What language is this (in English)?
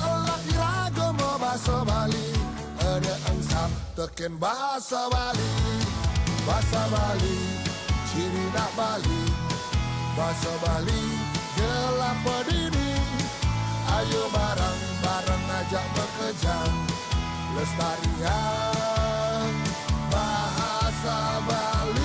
Balinese